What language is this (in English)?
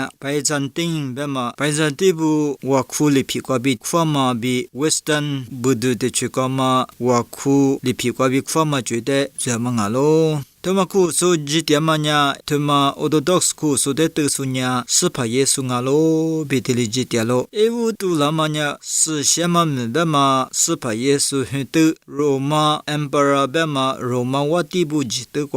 Lisu